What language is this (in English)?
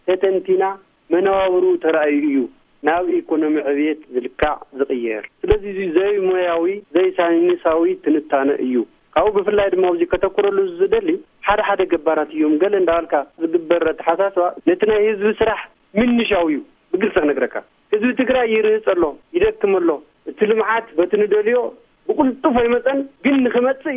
Tigrinya